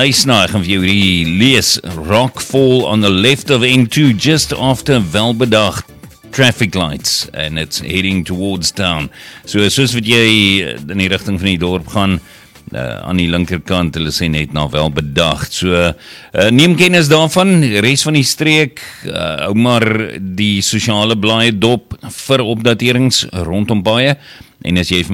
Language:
Afrikaans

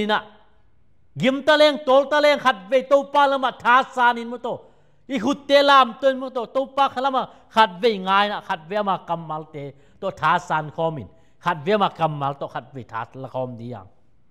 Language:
Tedim Chin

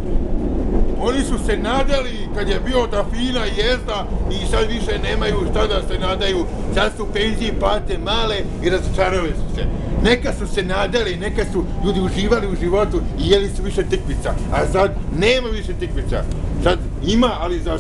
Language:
Serbian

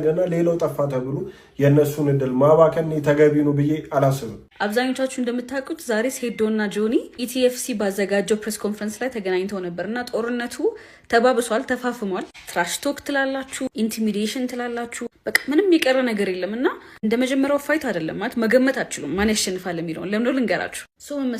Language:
Amharic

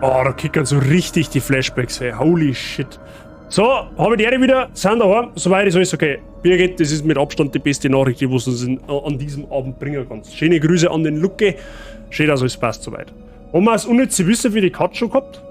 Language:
Bavarian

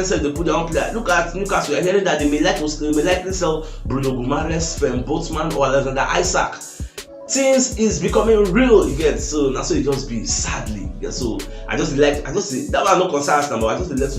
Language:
Nigerian Pidgin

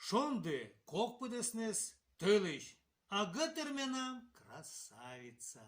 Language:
Komi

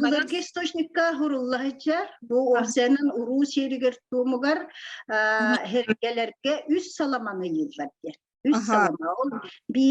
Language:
Yakut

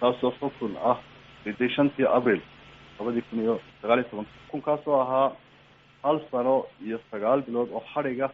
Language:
Somali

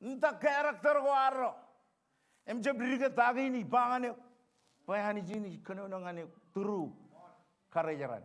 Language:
Marshallese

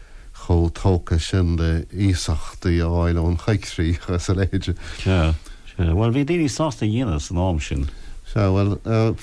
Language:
Irish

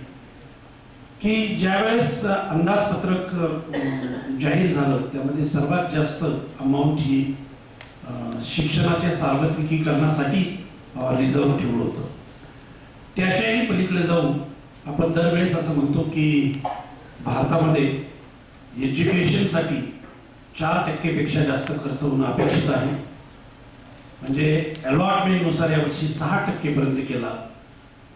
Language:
Marathi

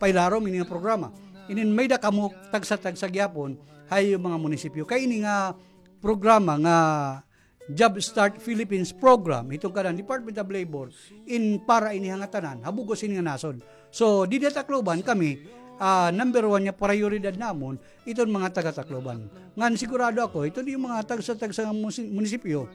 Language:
Waray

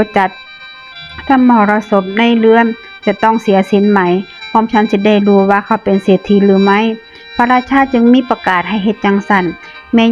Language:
Northeastern Thai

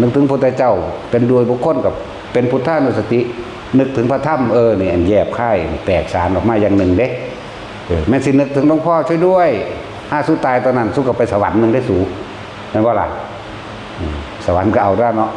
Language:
Northeastern Thai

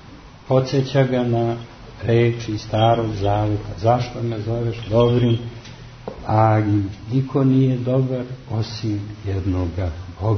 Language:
Serbian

